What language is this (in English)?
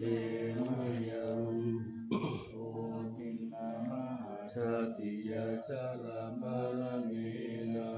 Pali